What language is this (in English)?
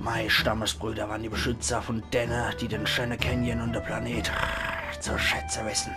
Palatine German